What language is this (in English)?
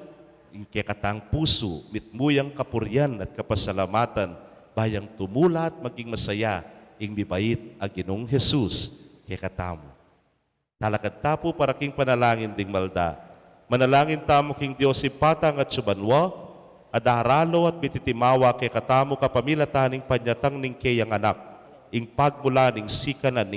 Pampanga